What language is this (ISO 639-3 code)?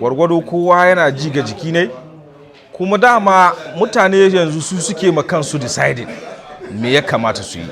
hau